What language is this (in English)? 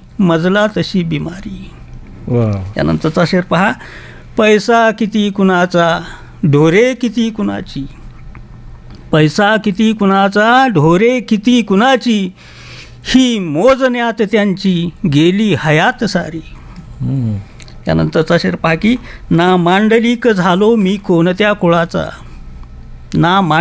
Marathi